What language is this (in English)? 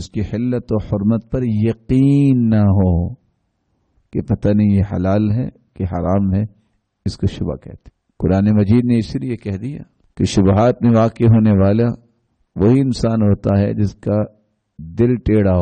Urdu